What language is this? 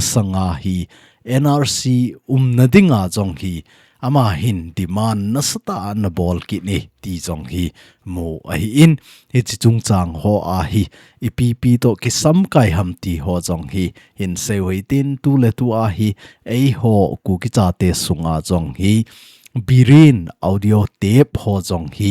Thado Chin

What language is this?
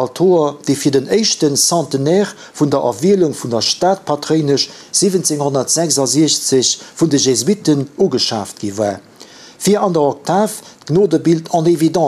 Luxembourgish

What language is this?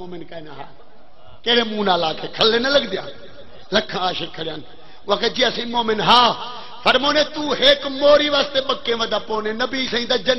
Saraiki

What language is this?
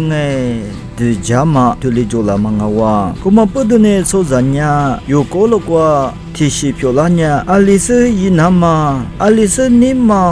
Lisu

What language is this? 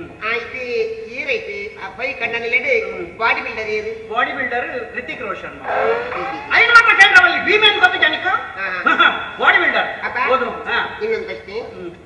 Tulu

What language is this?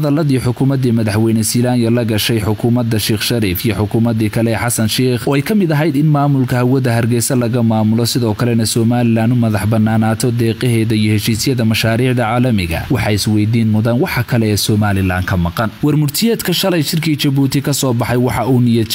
Somali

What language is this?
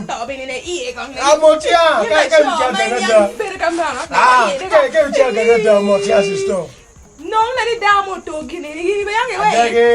Acoli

